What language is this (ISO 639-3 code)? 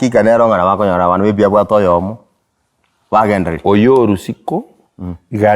guz